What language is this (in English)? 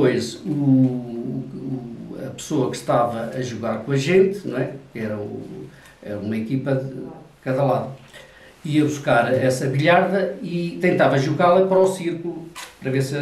Portuguese